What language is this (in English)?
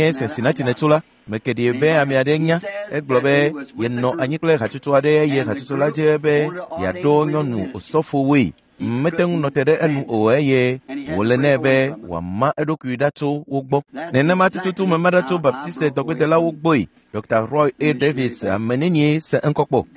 Ewe